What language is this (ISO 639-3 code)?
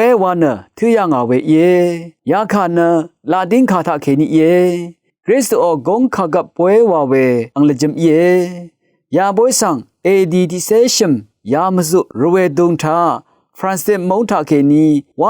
raw